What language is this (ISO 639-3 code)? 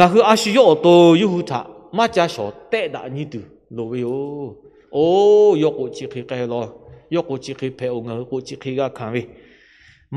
lhu